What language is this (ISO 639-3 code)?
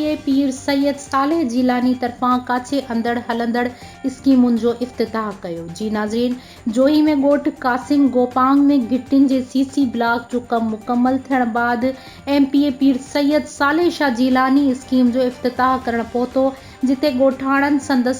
snd